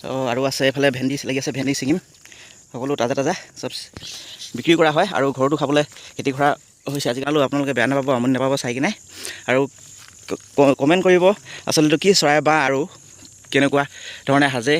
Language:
Assamese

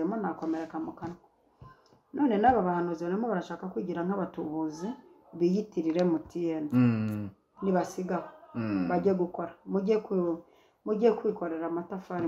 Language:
Kinyarwanda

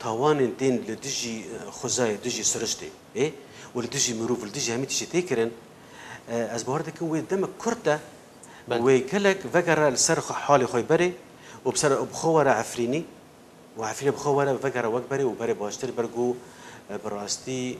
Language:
Kurdish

